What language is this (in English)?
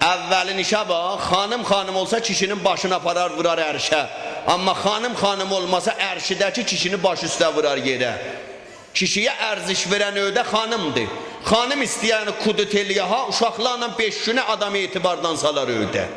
South Azerbaijani